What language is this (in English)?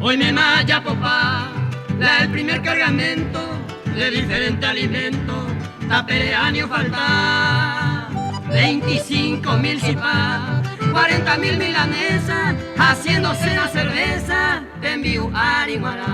Guarani